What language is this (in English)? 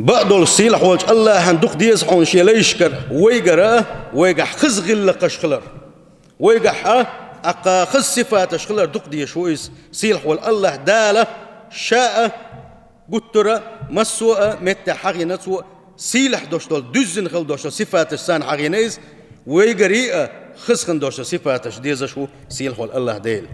Chechen